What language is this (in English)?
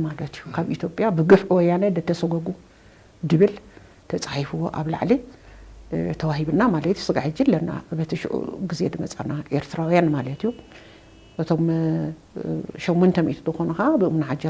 Tigrinya